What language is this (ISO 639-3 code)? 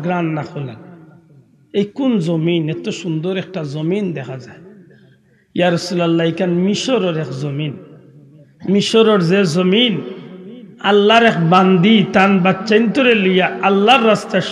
syl